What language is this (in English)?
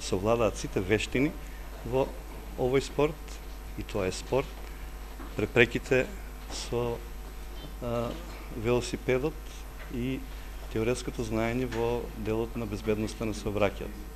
Macedonian